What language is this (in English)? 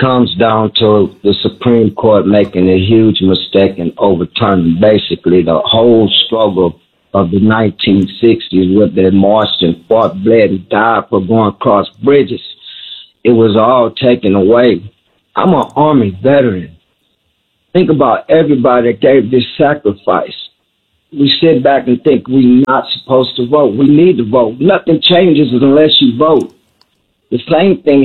English